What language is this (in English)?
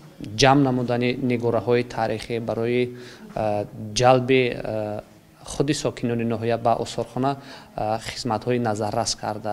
Tajik